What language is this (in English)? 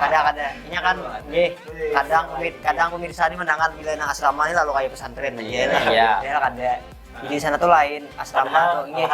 Banjar